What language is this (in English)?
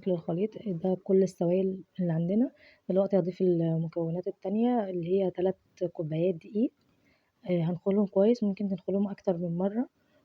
Egyptian Arabic